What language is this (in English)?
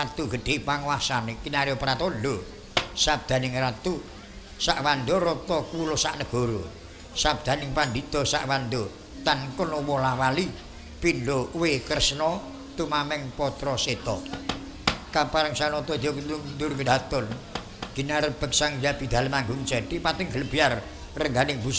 Javanese